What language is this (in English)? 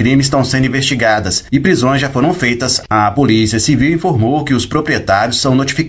Portuguese